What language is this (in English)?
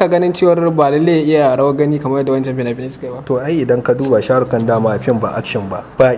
Hausa